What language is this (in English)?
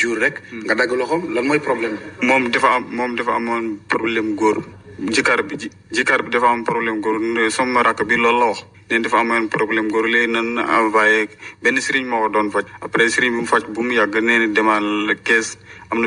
Wolof